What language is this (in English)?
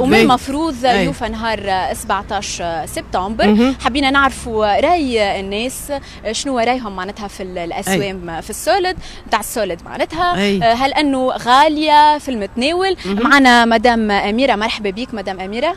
Tunisian Arabic